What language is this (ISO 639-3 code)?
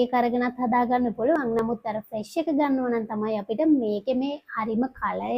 sin